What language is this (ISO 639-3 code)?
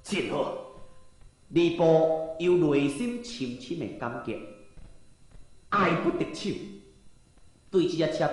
nan